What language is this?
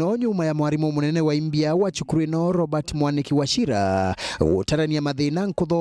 Meru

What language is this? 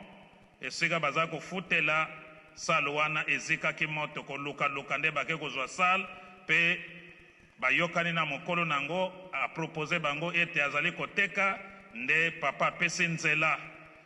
Lingala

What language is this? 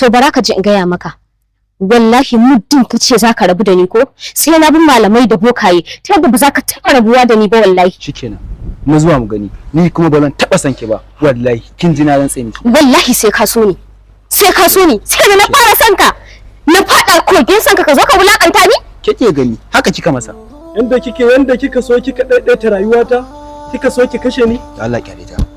Hausa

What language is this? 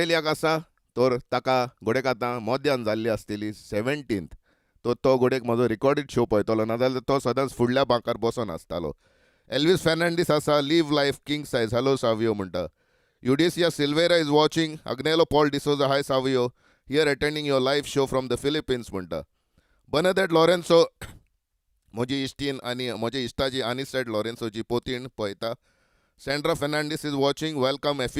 Konkani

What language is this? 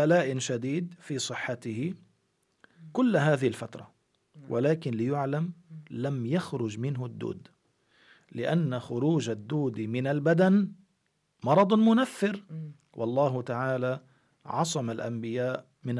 Arabic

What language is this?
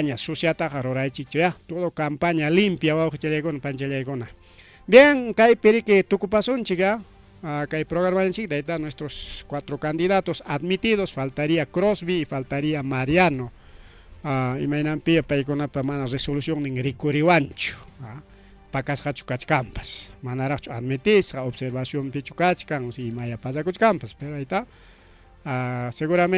Ayacucho Quechua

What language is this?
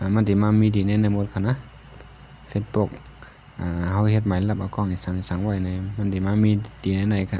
Shan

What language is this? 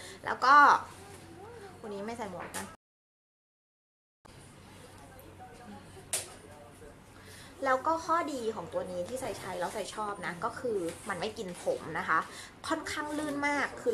Thai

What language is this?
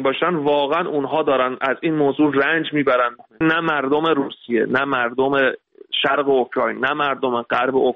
Persian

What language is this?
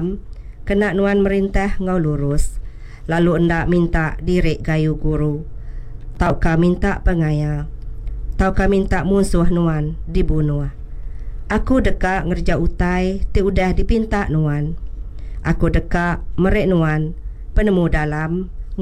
Iban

